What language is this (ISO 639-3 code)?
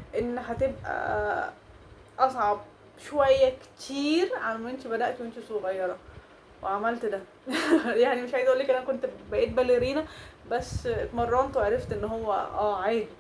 arz